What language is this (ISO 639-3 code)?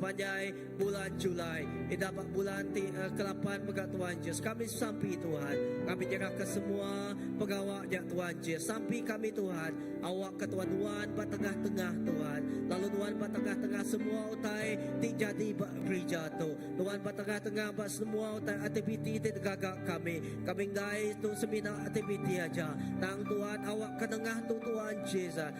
iba